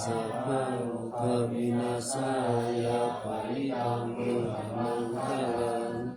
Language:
Pali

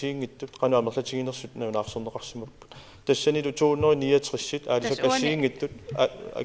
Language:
Kalaallisut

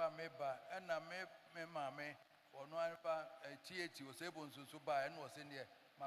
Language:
Akan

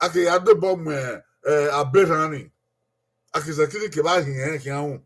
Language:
Bini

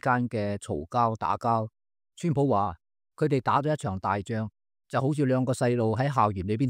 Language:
Cantonese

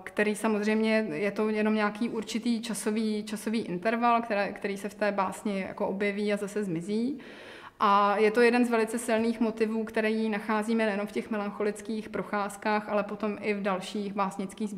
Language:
Czech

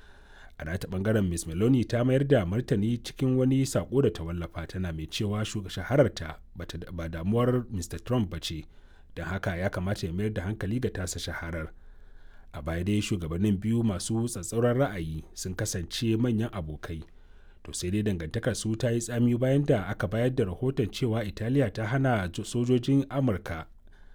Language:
Hausa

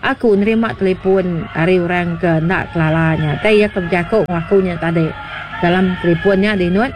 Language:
Iban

